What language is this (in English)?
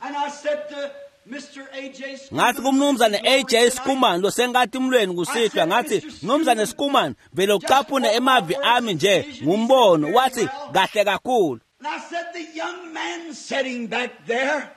Swati